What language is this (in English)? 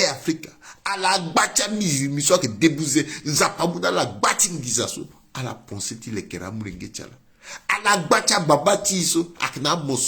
Sango